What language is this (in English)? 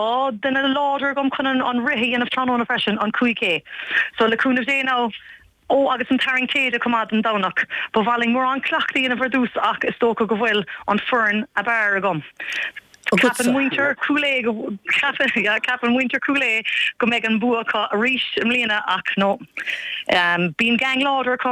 Irish